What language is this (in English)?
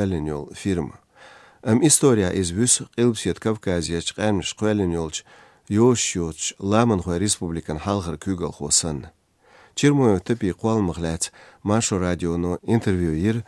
Chechen